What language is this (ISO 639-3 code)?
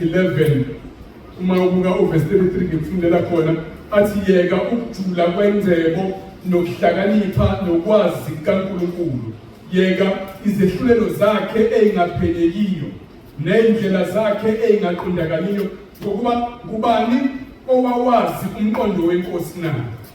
zul